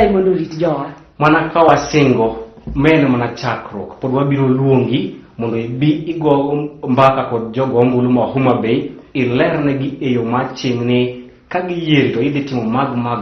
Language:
Luo (Kenya and Tanzania)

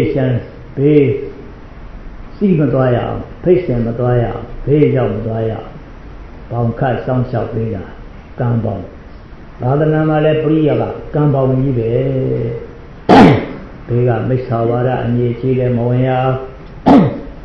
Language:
Burmese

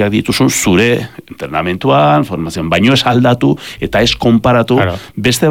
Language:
Basque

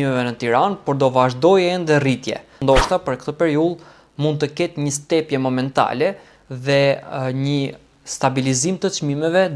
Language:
Albanian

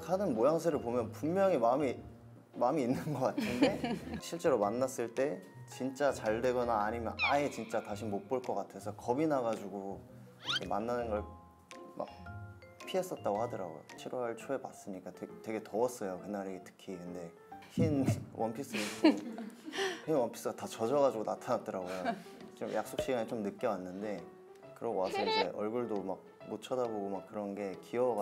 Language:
Korean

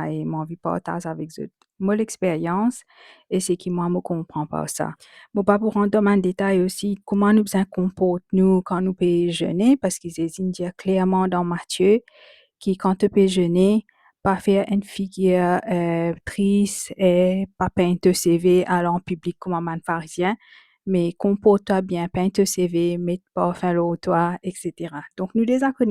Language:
Morisyen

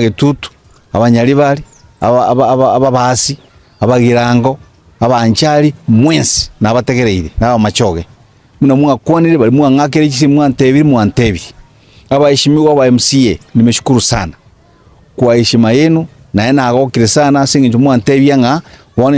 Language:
Gusii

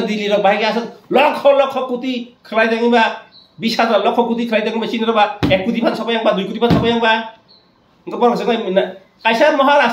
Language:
Kok Borok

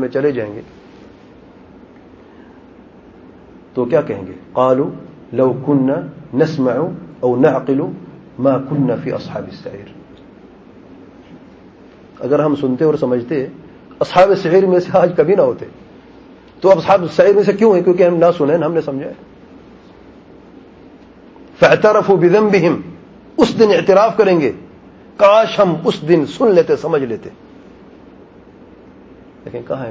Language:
Urdu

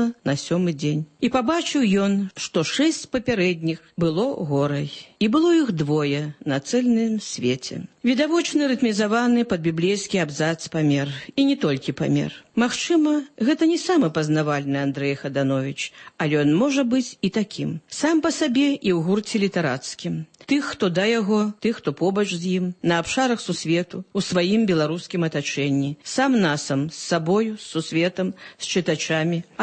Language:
Belarusian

